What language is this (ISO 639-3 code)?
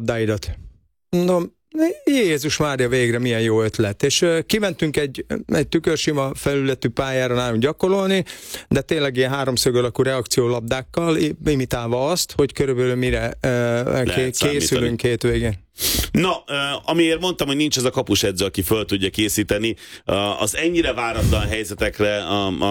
hun